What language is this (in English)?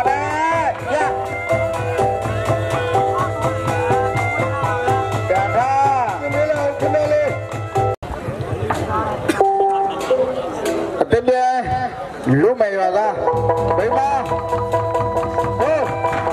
Burmese